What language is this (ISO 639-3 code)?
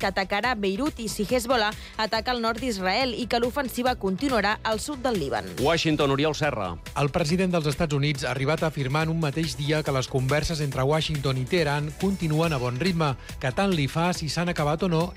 cat